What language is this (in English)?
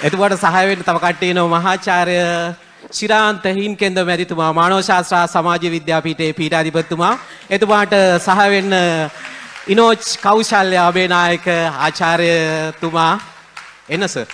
Sinhala